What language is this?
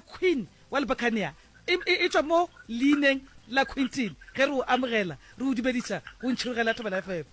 Northern Sotho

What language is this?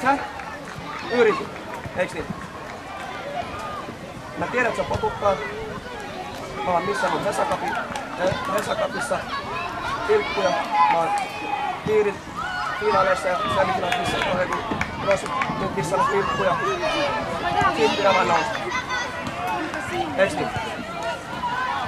Finnish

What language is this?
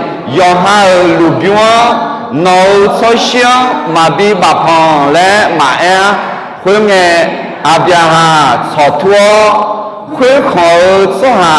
Akha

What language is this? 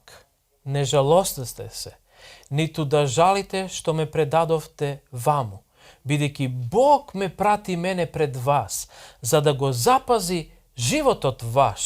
Macedonian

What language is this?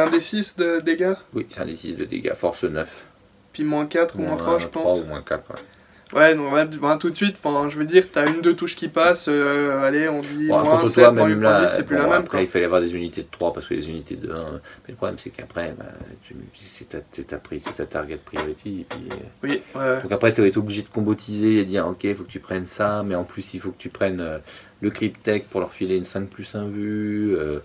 French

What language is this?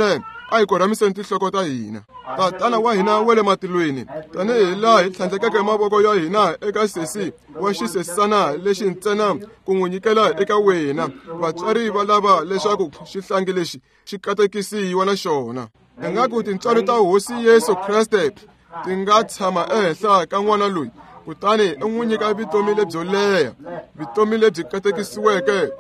Tsonga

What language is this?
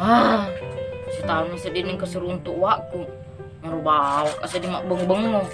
Buginese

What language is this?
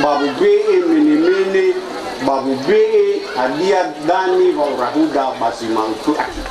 Nias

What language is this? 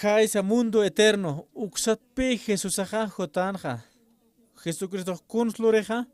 Aymara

